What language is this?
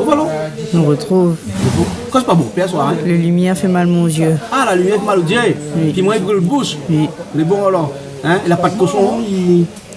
Réunion Creole French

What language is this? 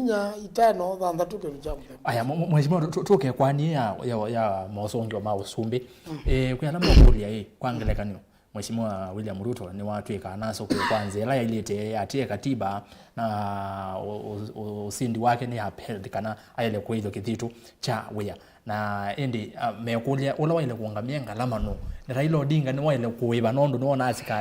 Kamba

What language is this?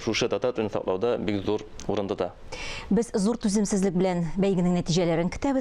Tatar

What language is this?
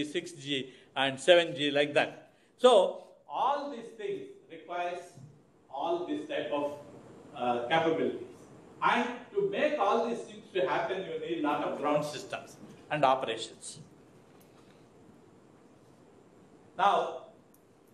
English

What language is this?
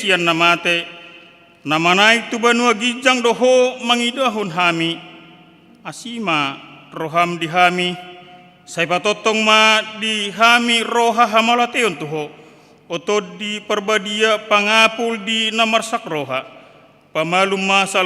Batak Toba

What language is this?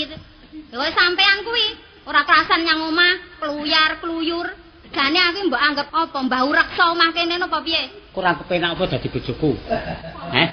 Javanese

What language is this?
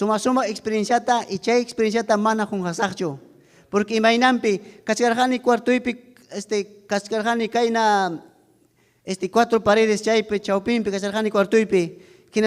Ayacucho Quechua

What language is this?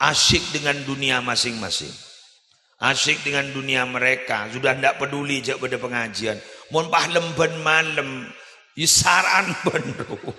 Madurese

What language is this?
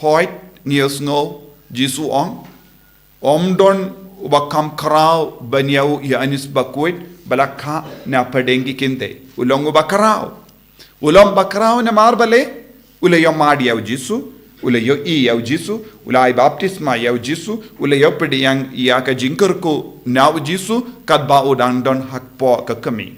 Khasi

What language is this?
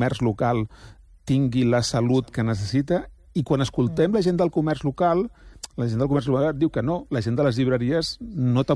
Catalan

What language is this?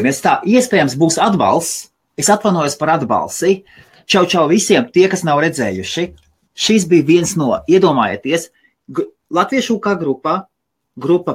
Latvian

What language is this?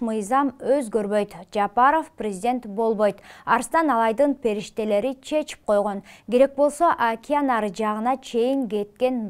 Kyrgyz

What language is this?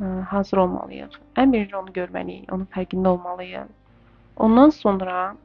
Azerbaijani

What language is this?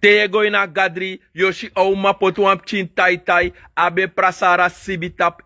Sranan Tongo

